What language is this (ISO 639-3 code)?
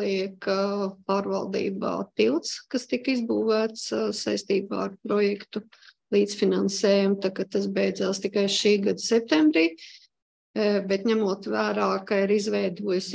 lav